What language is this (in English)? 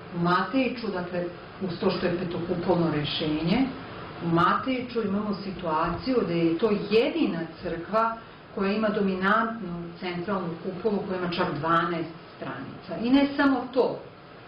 Serbian